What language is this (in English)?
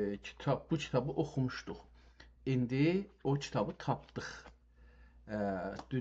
South Azerbaijani